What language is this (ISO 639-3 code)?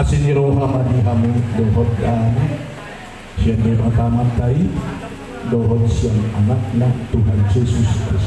bbc